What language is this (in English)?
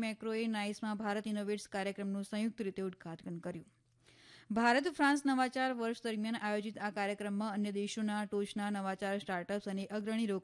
Gujarati